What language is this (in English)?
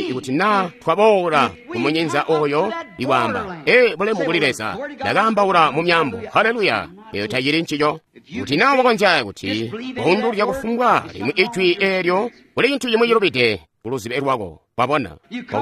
Tonga (Zambia)